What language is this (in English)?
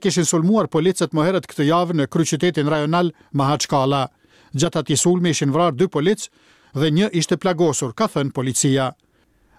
Albanian